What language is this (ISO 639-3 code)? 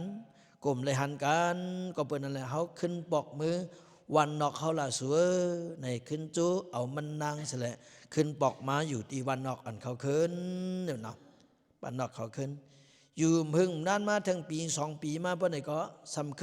lao